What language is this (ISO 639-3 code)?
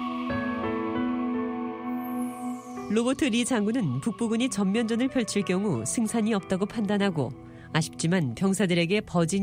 kor